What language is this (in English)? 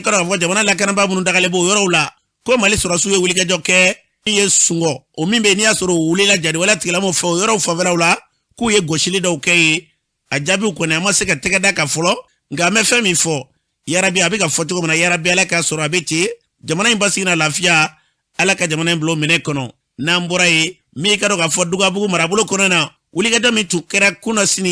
Bambara